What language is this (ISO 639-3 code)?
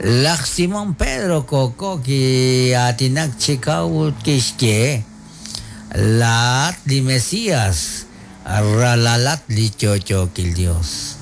kek